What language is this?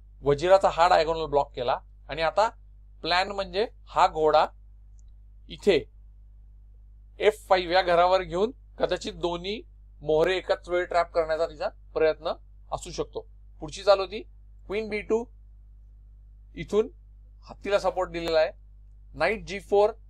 Marathi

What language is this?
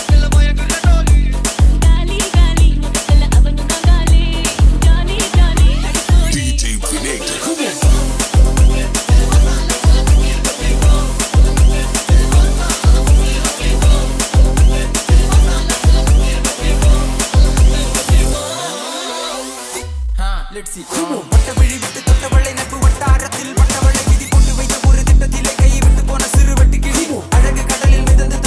Tamil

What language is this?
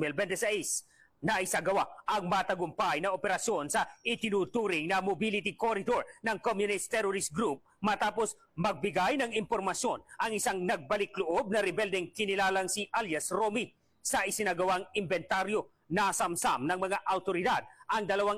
Filipino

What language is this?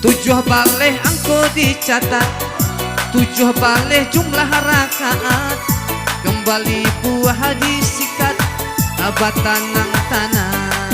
Minangkabau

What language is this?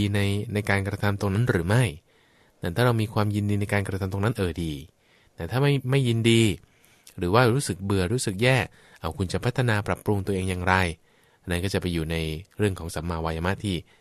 Thai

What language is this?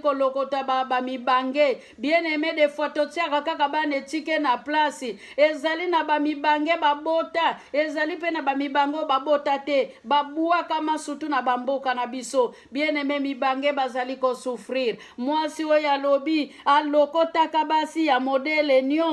Lingala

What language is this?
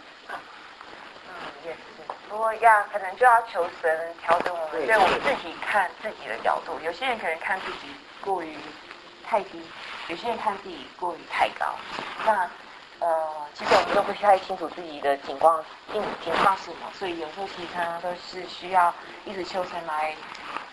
Chinese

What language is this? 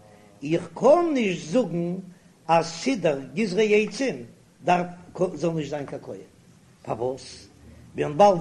Yiddish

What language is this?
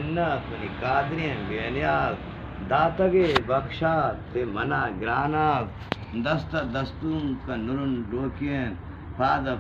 Eastern Balochi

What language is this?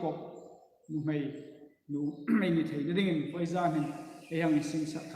Hmar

